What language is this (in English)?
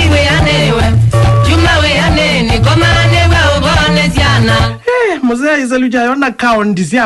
Kamba